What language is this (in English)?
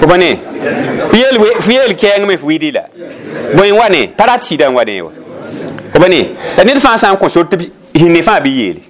Mossi